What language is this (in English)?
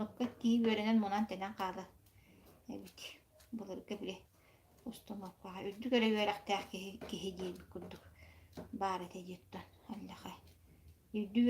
Yakut